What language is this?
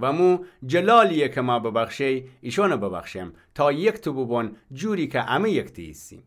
Gilaki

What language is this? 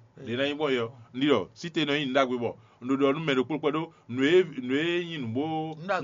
Fon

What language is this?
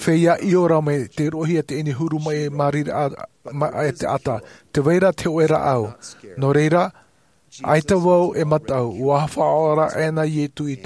Tahitian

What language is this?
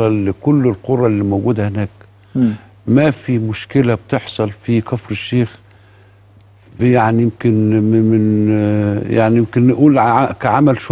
Egyptian Arabic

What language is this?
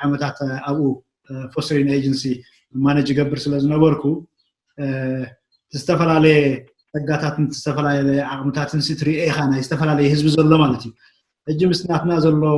Tigrinya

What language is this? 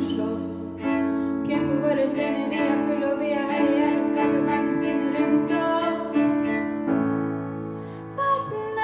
Norwegian Bokmål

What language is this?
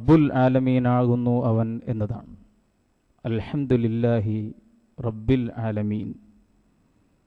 Malayalam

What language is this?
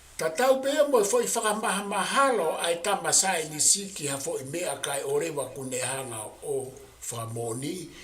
Tongan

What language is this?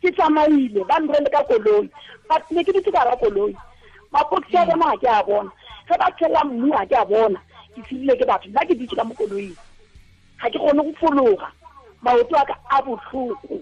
Tswana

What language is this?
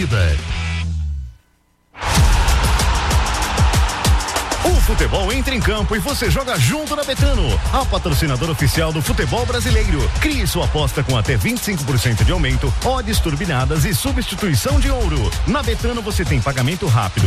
Portuguese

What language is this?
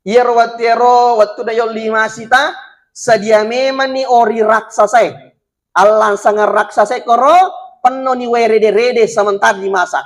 Buginese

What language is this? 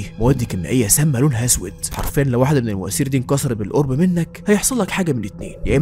Egyptian Arabic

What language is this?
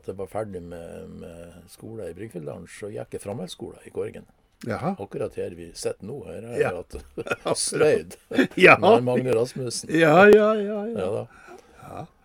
Norwegian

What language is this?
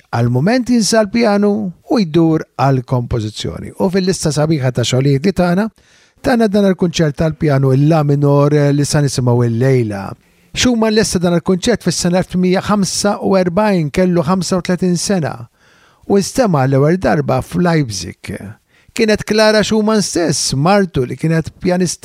Maltese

